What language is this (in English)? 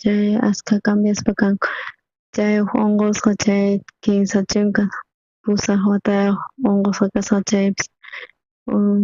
South Bolivian Quechua